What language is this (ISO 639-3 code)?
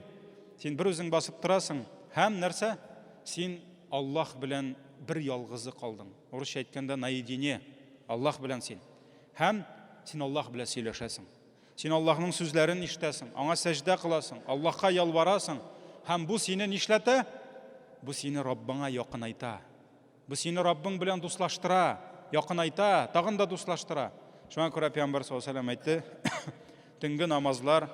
tat